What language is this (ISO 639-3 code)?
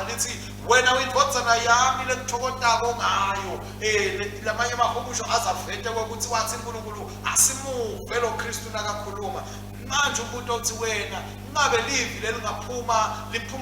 ssw